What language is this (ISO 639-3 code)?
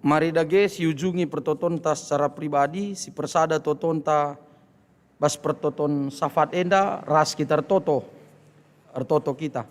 btx